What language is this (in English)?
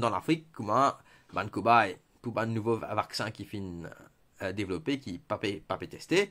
Morisyen